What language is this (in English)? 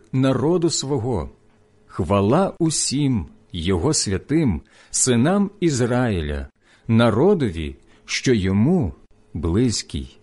Ukrainian